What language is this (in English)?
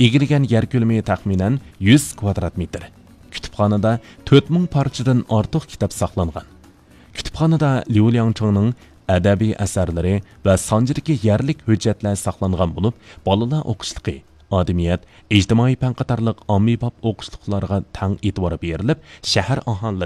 Uyghur